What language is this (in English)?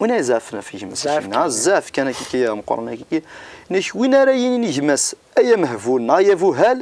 Kabyle